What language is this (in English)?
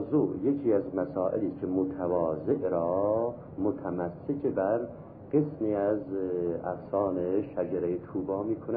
Persian